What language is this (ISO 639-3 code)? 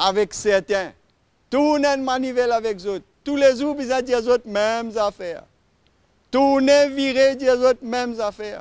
mfe